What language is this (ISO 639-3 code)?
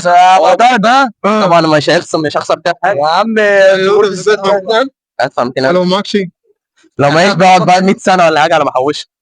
arz